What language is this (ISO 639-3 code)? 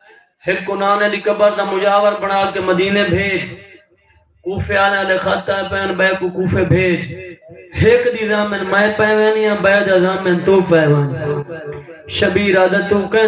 skr